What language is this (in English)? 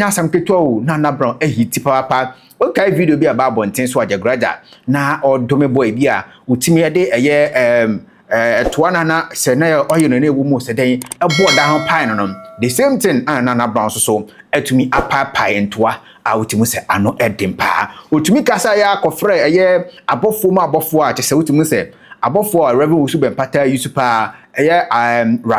Akan